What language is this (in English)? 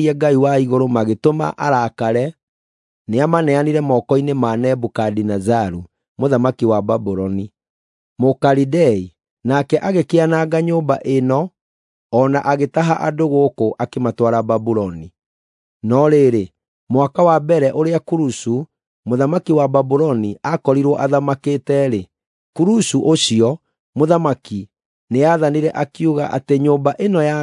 Kikuyu